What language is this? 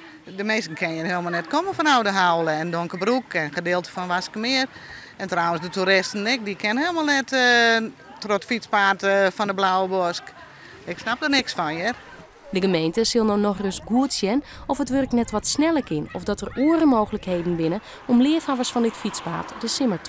Western Frisian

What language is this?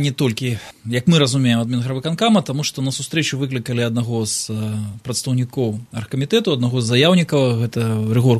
Belarusian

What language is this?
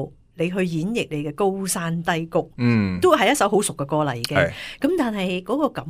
Cantonese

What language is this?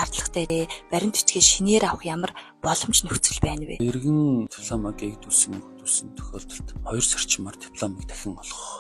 Mongolian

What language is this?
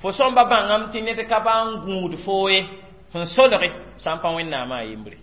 Mossi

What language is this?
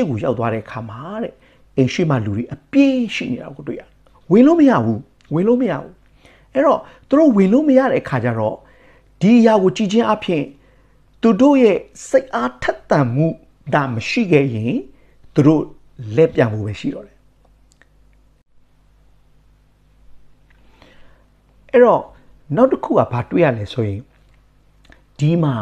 Burmese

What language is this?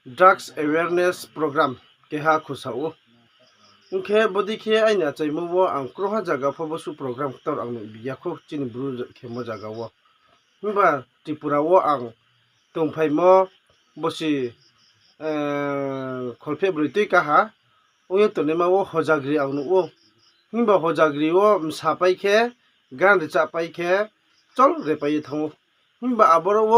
Riang (India)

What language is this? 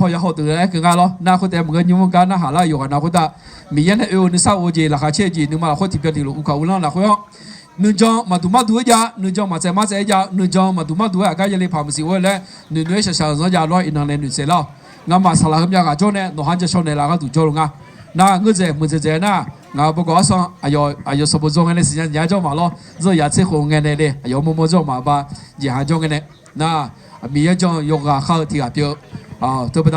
Akha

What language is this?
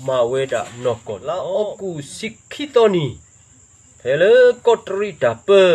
S'gaw Karen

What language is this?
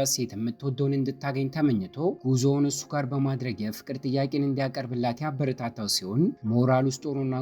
Amharic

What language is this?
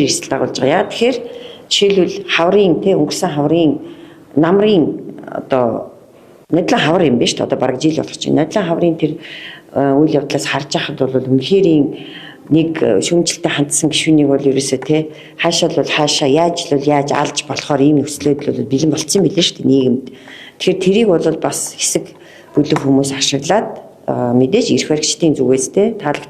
Mongolian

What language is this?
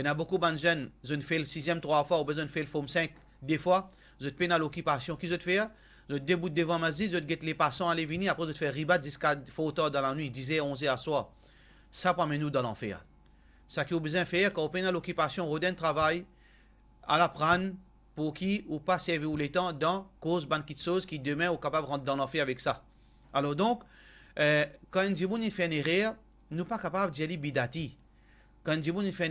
Morisyen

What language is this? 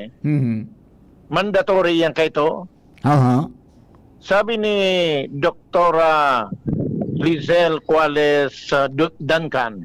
Bikol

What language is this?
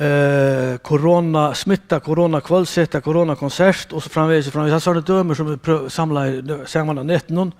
Faroese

